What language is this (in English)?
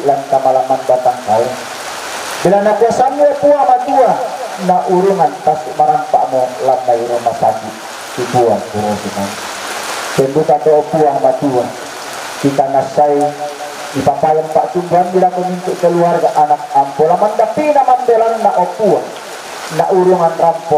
Toraja-Sa'dan